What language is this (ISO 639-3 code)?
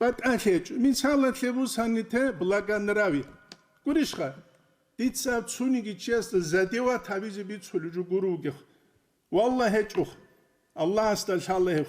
ava